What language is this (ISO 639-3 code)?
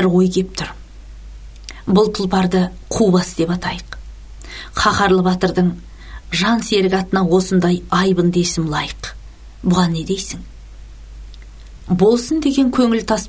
kaz